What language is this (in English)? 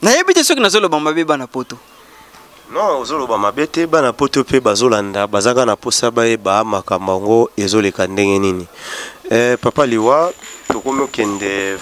Lingala